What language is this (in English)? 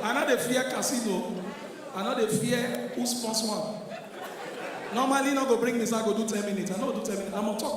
Nigerian Pidgin